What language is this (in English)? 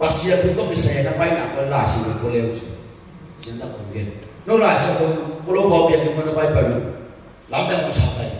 Tedim Chin